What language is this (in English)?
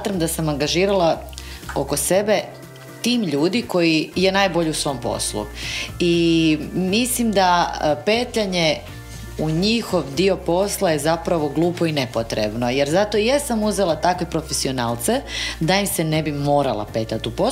Croatian